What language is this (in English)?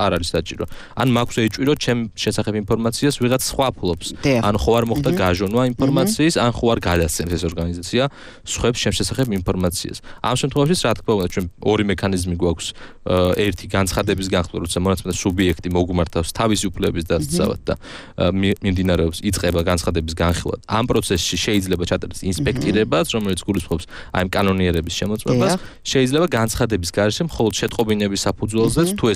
Georgian